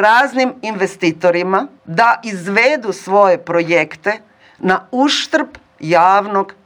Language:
Croatian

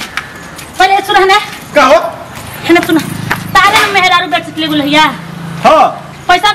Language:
Bhojpuri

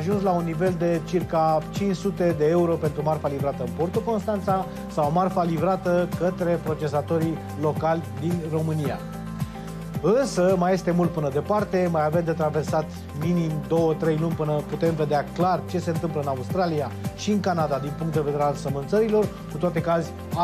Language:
Romanian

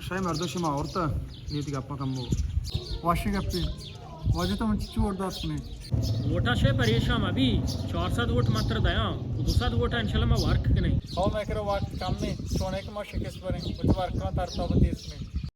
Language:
Baluchi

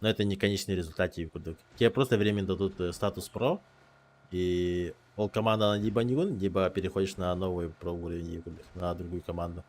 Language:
Yakut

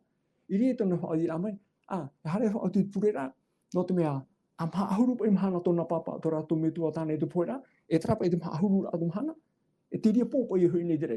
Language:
Tahitian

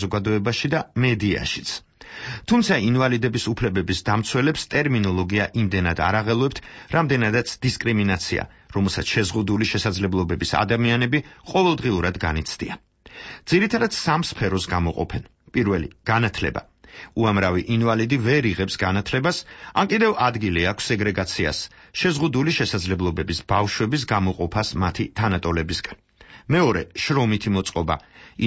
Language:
Georgian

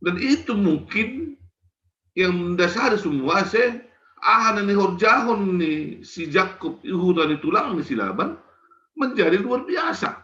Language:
Batak Simalungun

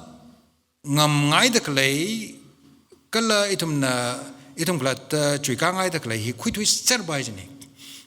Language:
Tangkhul Naga (India)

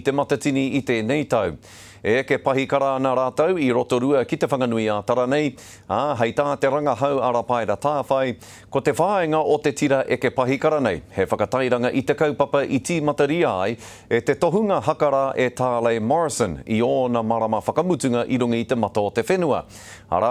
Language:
Māori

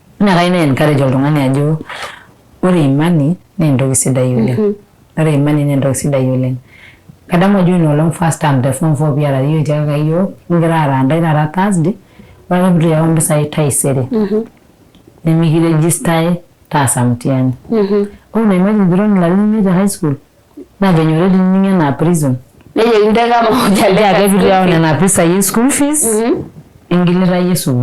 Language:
Masai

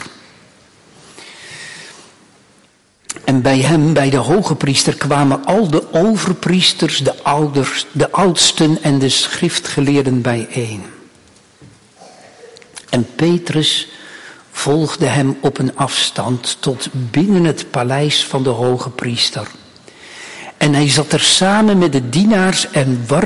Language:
Dutch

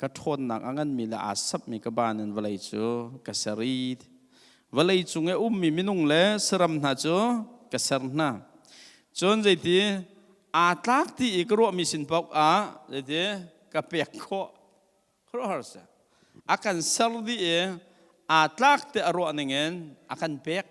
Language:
Hakha Chin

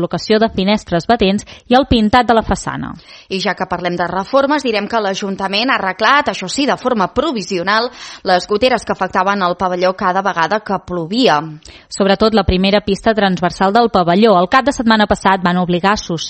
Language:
Catalan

